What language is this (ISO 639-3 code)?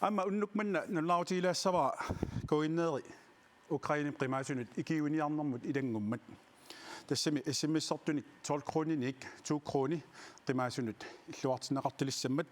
kal